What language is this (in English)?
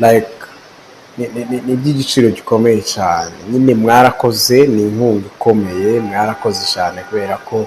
Kinyarwanda